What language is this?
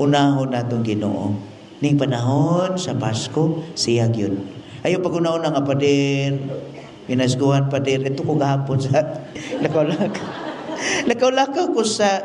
Cebuano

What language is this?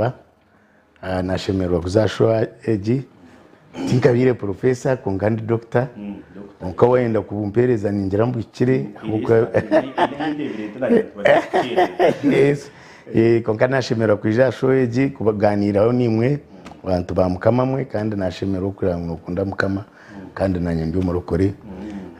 Nyankole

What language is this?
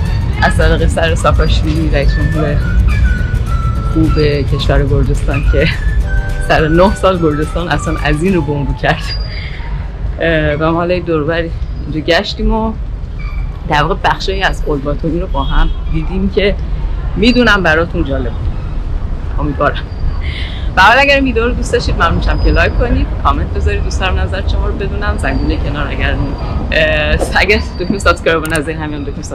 Persian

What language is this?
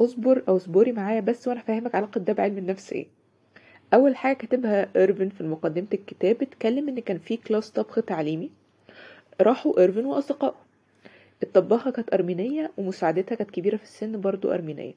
Egyptian Arabic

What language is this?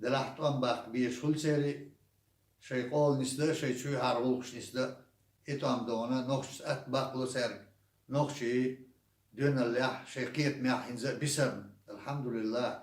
Chechen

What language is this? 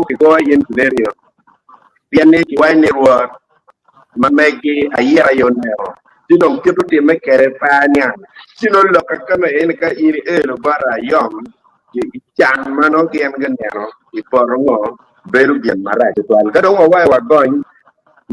Acoli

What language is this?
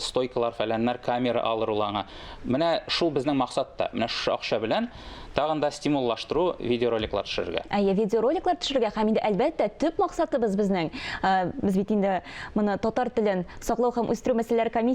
Tatar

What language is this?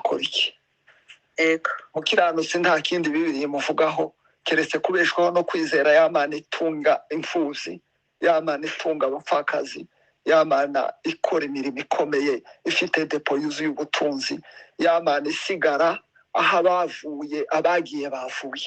Kinyarwanda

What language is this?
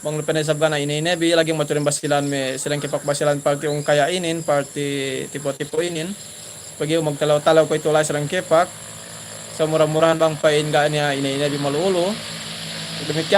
Yakan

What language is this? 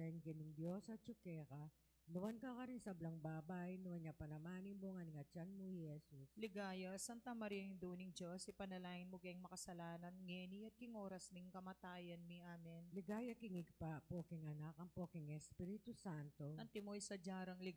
Pampanga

